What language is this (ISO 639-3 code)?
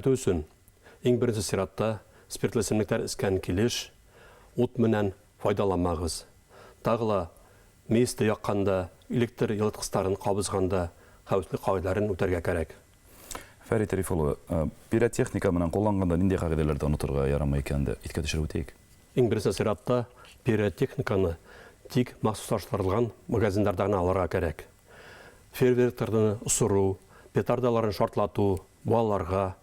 bak